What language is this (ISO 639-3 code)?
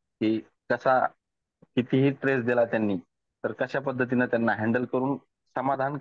mar